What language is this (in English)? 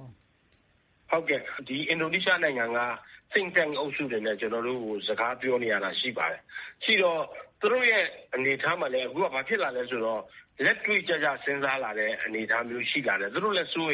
Burmese